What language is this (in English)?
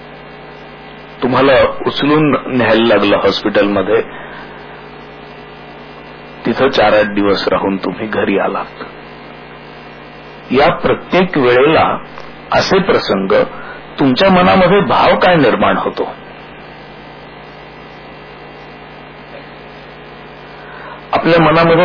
Marathi